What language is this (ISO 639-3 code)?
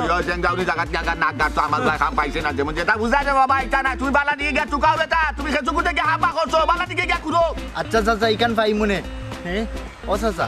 syl